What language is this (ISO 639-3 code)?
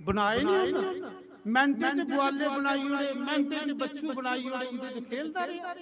doi